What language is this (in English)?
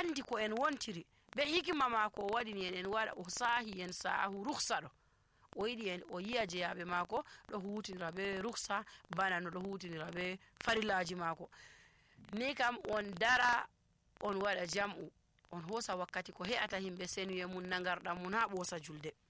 Nigerian Fulfulde